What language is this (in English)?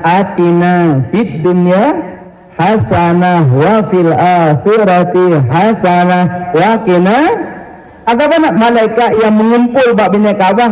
Achinese